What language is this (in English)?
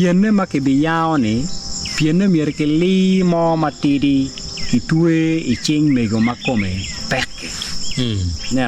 Acoli